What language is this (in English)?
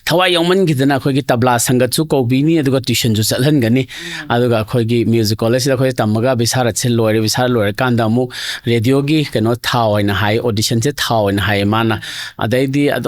Manipuri